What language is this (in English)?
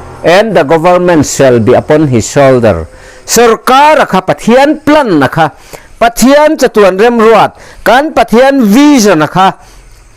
Mizo